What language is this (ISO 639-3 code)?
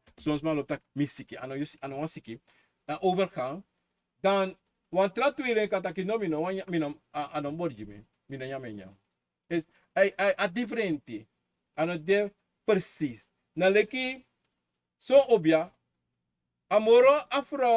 srn